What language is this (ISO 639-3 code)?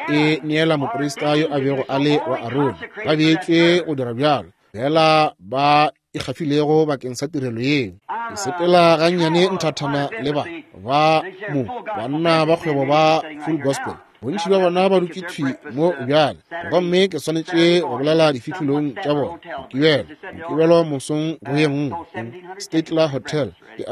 nso